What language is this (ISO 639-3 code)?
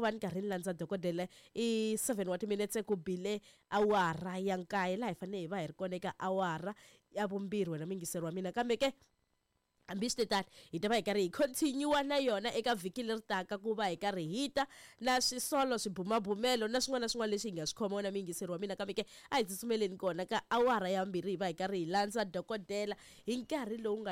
tso